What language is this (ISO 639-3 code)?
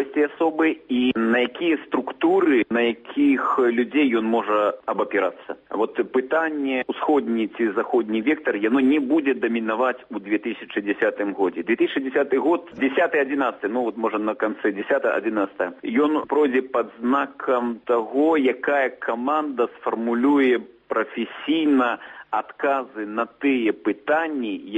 bel